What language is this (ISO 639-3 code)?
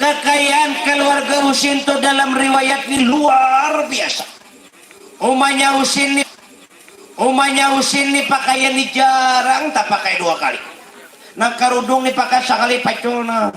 bjn